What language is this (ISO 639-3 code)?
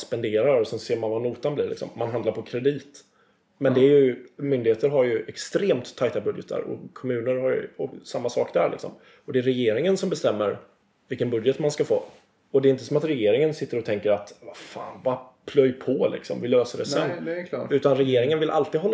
swe